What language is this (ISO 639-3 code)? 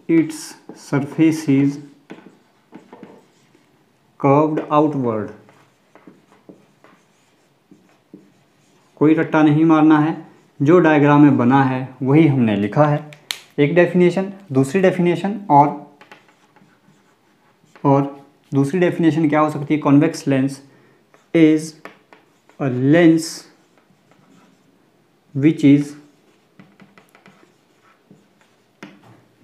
hin